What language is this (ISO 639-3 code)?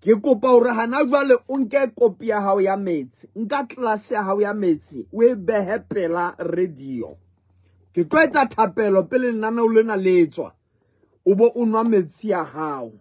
sot